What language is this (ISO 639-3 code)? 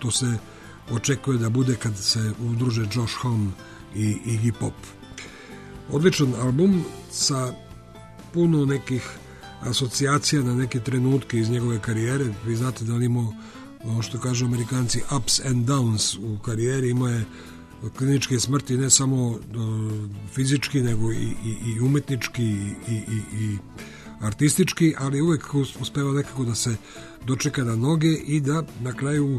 srp